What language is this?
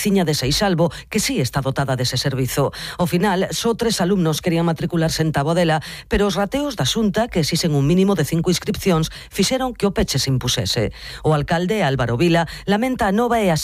Galician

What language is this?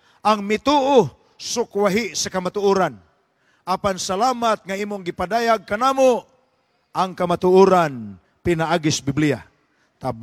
Cebuano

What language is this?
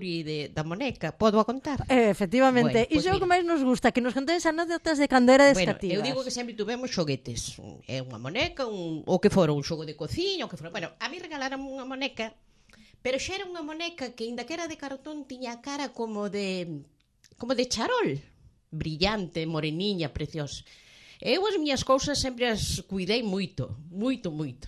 Galician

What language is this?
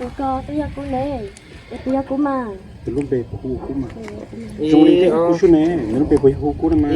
Hmong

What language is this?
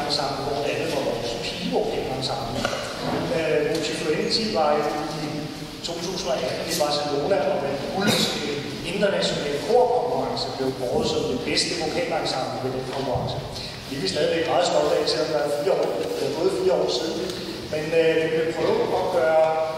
Danish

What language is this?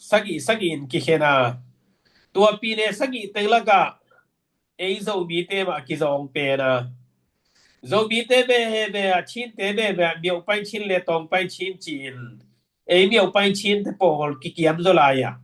Tedim Chin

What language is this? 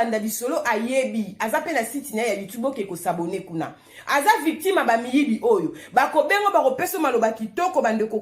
Lingala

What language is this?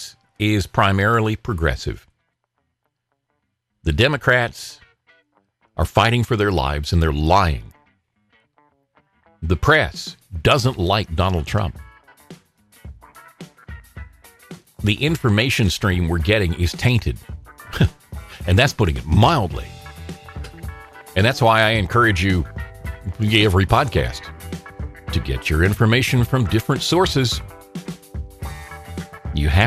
English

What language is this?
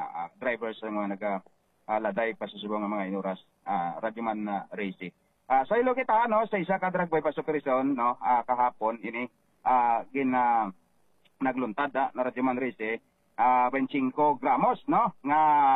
Hiligaynon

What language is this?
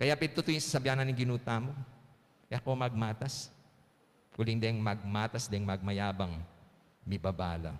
Pampanga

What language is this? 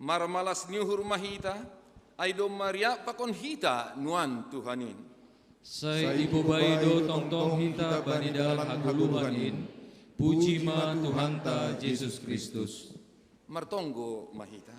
Batak Simalungun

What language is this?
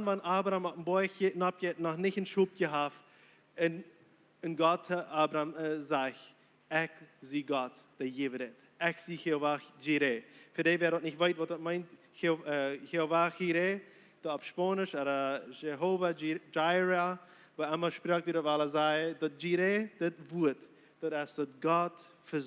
Plautdietsch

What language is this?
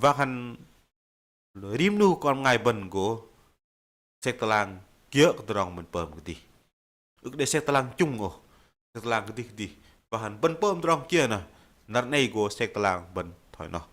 Bahnar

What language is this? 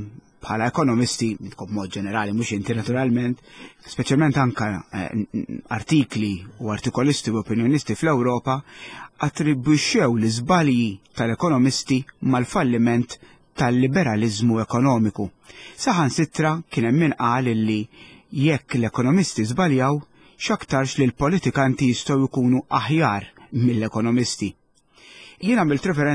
Maltese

